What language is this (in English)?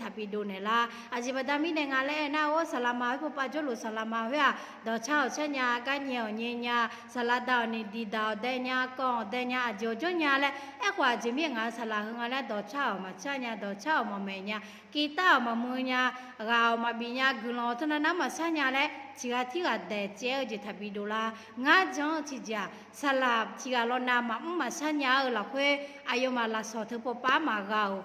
Akha